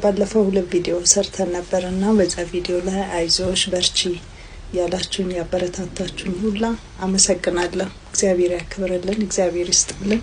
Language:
Amharic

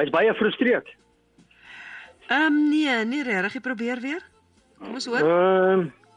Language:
Afrikaans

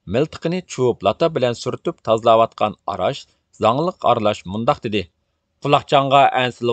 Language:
Uyghur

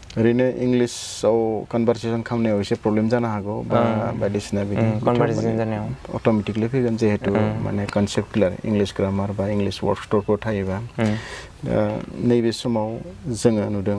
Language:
Bodo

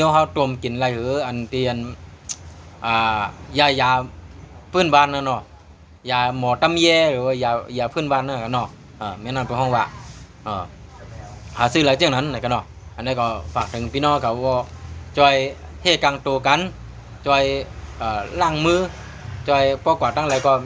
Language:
Shan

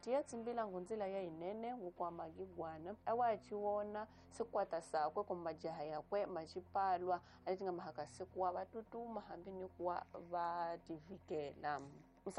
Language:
Tsonga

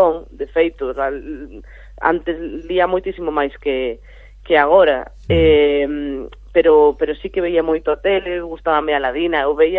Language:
Galician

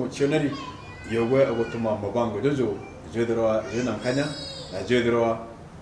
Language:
Meru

